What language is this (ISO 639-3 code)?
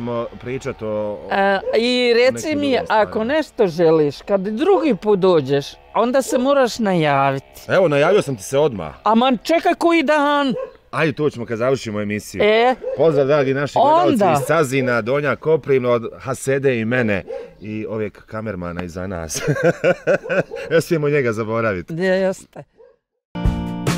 bos